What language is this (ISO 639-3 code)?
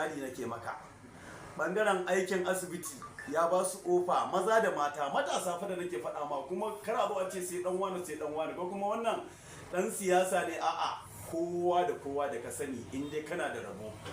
hau